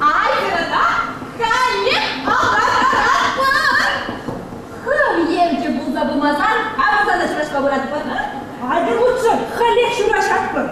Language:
Chuvash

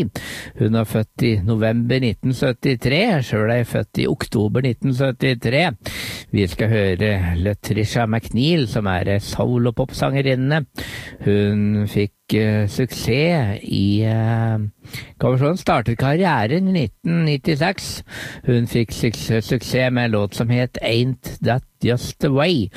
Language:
Norwegian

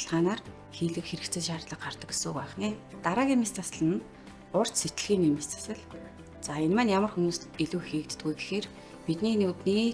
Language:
Mongolian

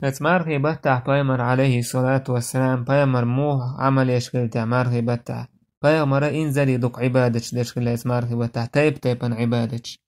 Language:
Chechen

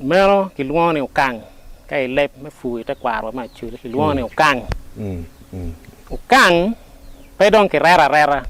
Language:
Acoli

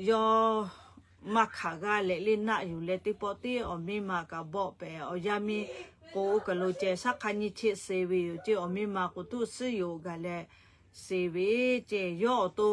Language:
Lahu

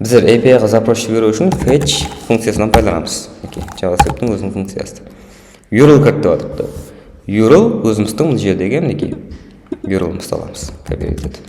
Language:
Kara-Kalpak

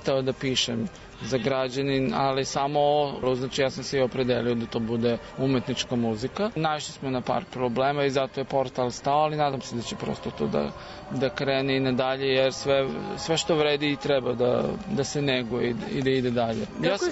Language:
Serbian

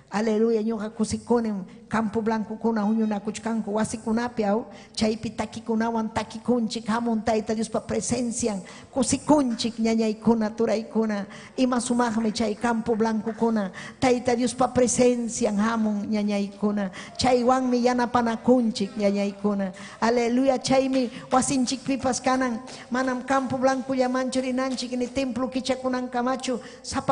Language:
Ayacucho Quechua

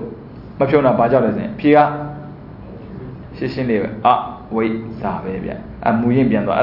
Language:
Burmese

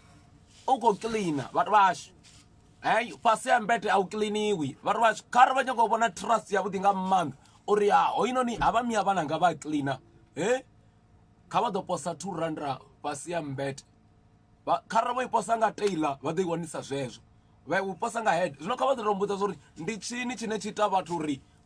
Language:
Venda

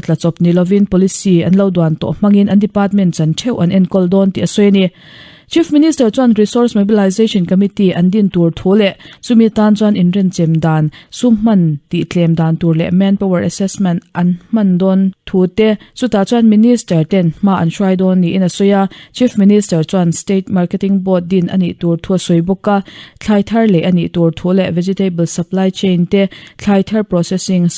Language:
Mizo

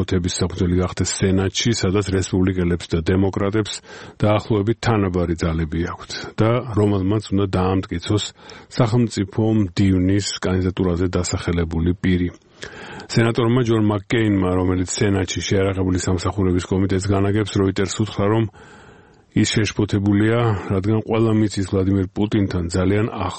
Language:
Georgian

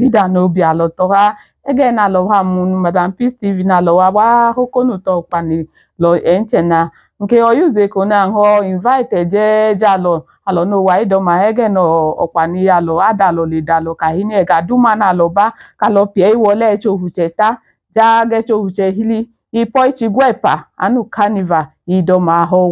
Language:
Idoma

